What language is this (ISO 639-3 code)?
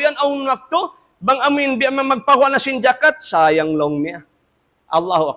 tsg